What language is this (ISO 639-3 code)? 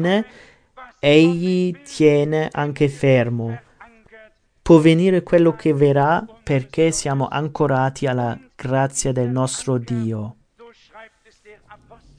ita